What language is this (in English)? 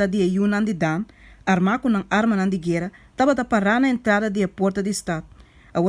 Papiamento